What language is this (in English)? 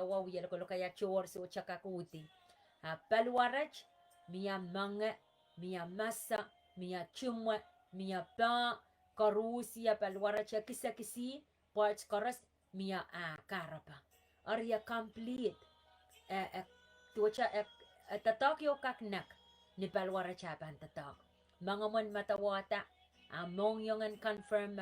Pohnpeian